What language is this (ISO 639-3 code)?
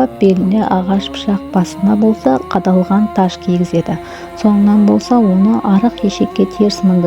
kaa